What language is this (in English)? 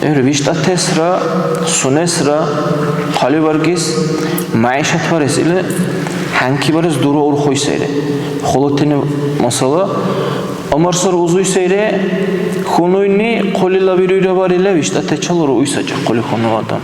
Dargwa